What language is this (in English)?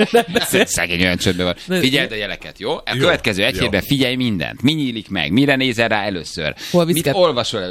Hungarian